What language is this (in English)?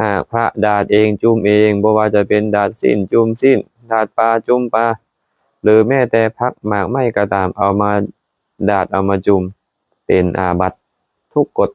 Lao